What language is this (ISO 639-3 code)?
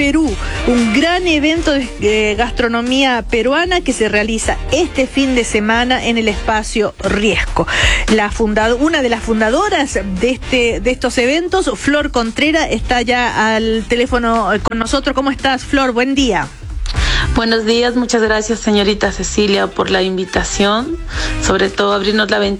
spa